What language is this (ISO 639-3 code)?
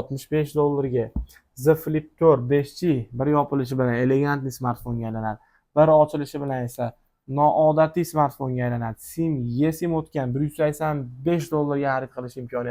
uzb